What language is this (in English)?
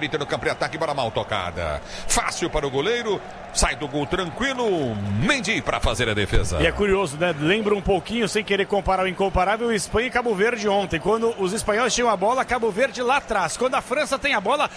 Portuguese